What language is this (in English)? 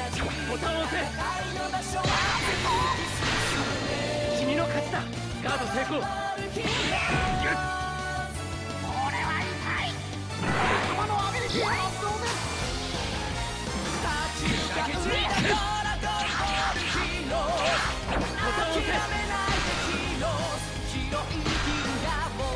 Japanese